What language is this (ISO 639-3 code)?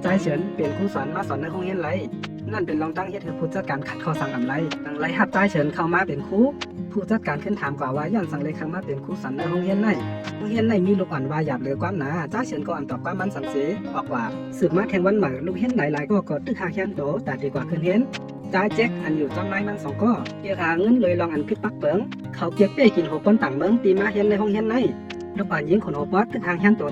shn